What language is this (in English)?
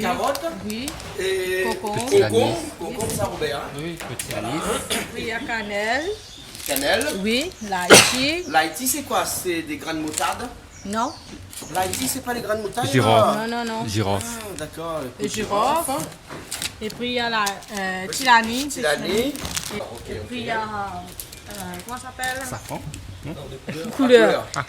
Réunion Creole French